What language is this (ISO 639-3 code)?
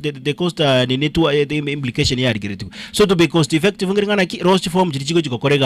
guz